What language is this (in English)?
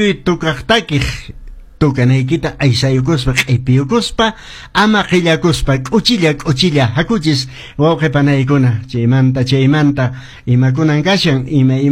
Quechua